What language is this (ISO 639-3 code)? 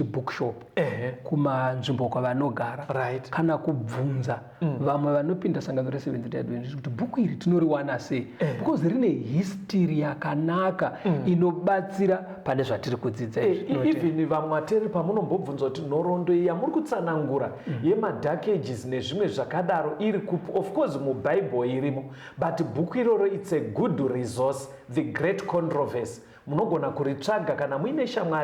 sna